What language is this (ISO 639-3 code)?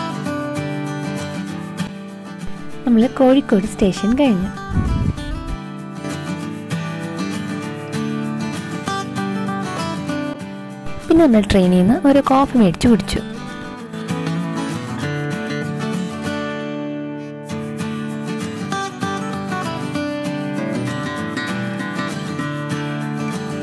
mal